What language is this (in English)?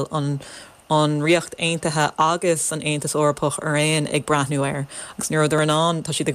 Irish